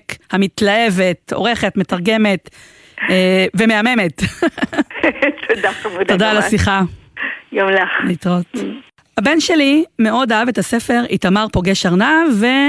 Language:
Hebrew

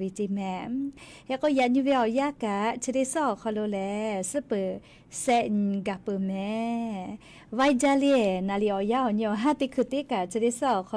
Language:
Lahu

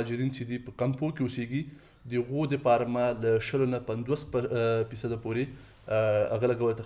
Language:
Pashto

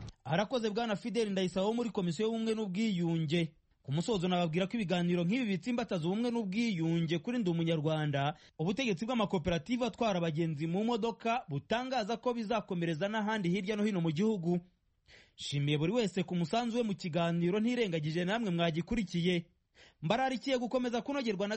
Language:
Kinyarwanda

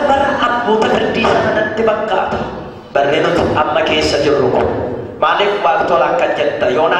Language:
Oromo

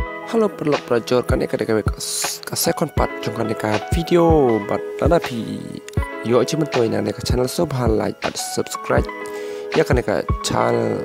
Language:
Khasi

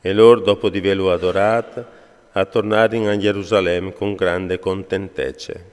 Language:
Friulian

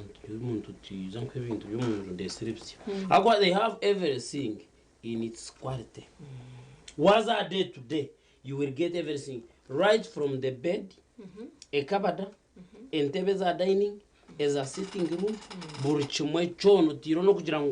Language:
Nyankole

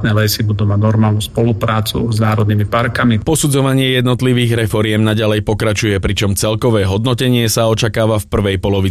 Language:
Slovak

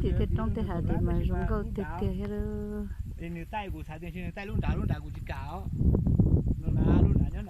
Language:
Hmong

